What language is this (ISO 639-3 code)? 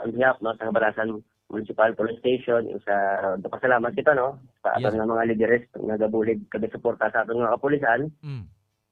hil